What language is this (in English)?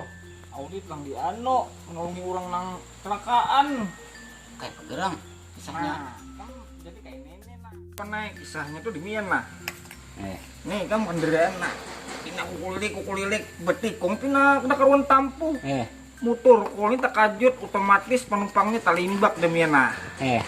Banjar